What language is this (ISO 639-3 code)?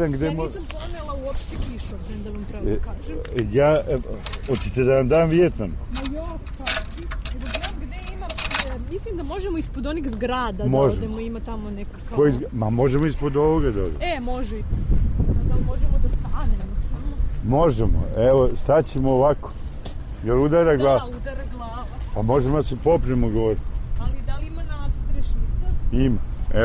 srp